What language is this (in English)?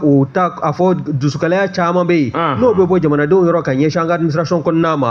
Bambara